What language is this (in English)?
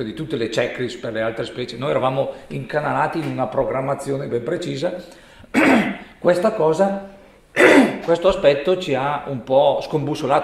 Italian